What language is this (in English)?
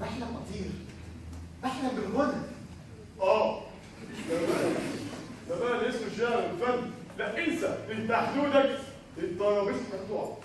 Egyptian Arabic